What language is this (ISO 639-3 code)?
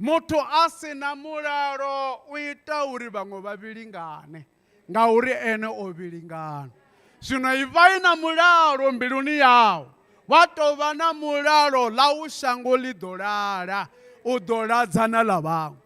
ven